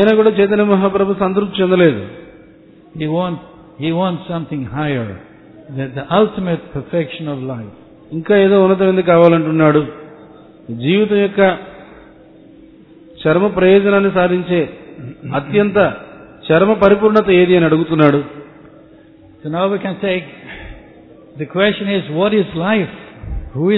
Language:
Telugu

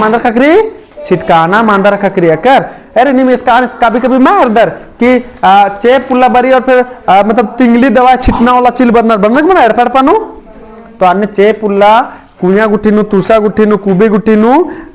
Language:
Kurukh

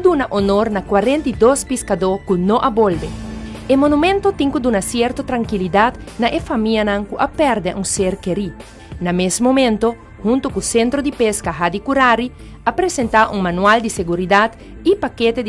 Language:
Papiamento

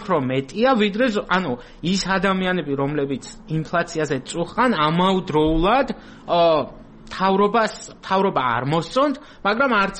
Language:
Georgian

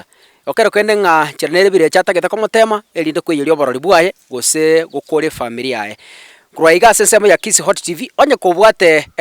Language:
Gusii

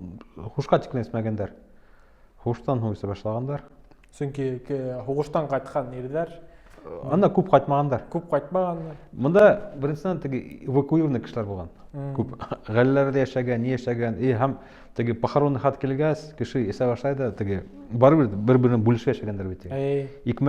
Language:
Bashkir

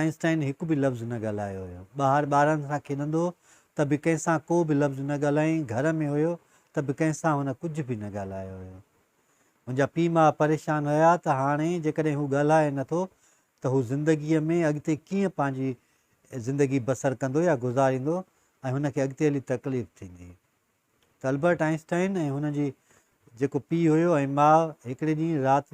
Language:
Sindhi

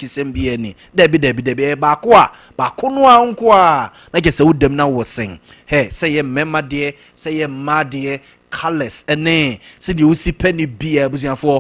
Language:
Akan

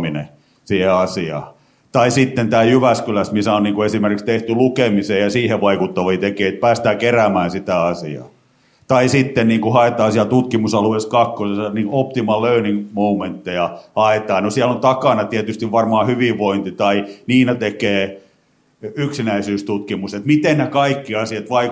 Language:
Finnish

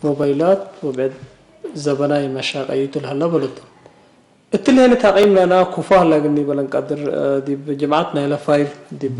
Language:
Tigre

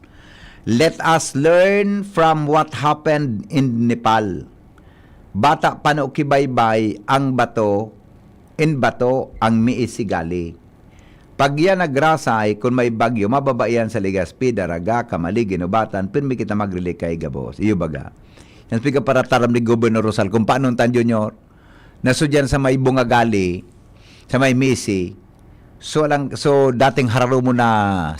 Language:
Bikol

